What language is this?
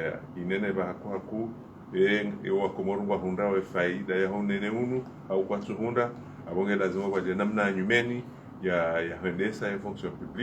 Ngazidja Comorian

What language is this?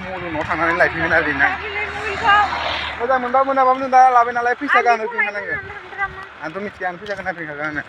Bodo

